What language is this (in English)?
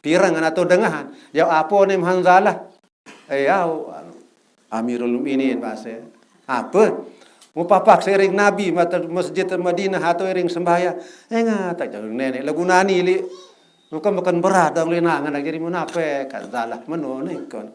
Sasak